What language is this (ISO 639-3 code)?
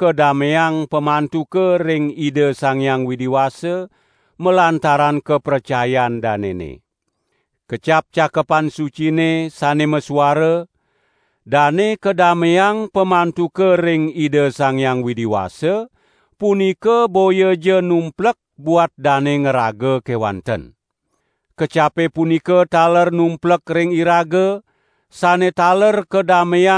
ban